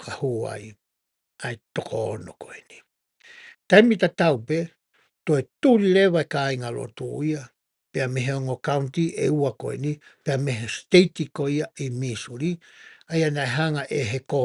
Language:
Tongan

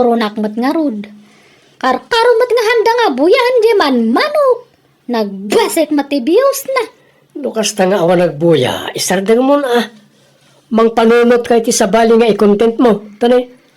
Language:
Iloko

